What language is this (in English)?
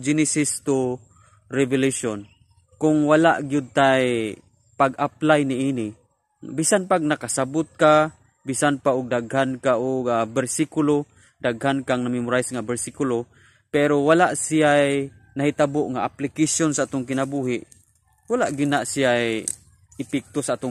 Cebuano